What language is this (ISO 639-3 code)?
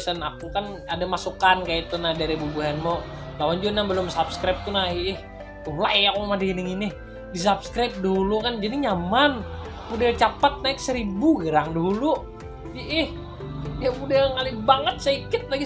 bjn